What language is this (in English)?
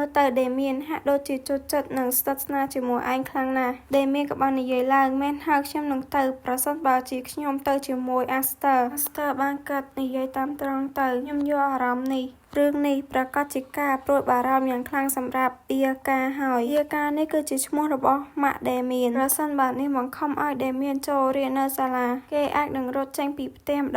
Khmer